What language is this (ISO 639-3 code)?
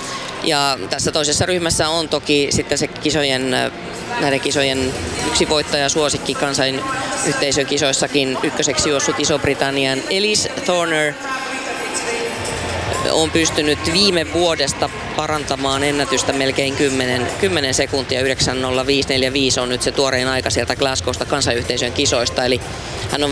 fin